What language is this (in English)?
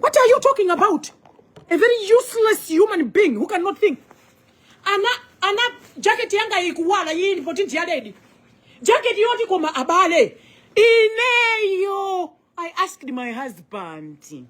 Nyanja